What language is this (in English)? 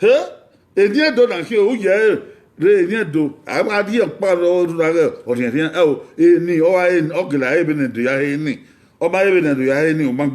Bini